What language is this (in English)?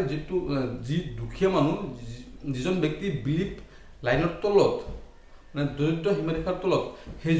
Assamese